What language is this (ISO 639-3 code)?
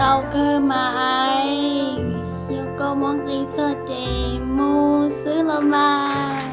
hmn